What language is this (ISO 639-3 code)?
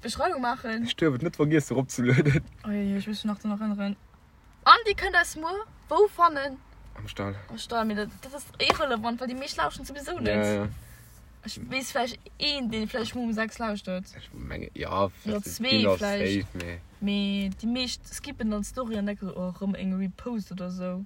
ltz